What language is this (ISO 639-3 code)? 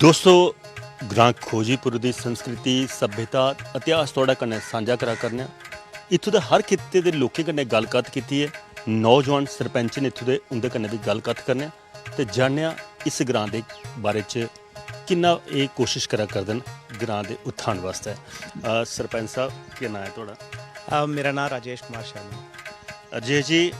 doi